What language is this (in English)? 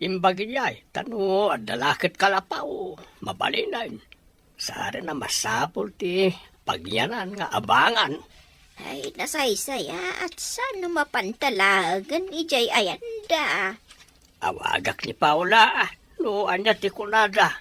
Iloko